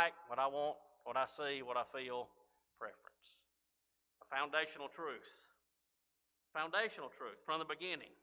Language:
English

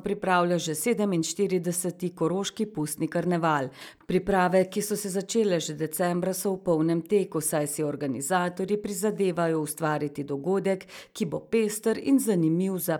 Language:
Slovenian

